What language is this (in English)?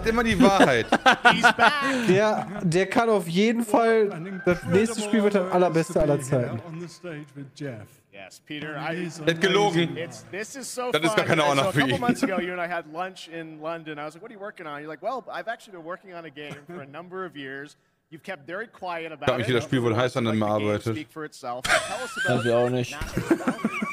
German